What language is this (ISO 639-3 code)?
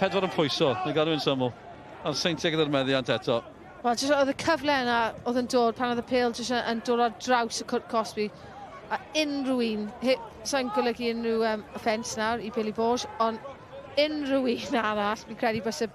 cym